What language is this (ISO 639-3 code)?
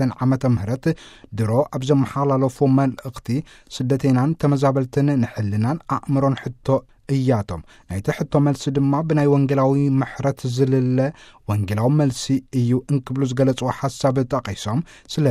tir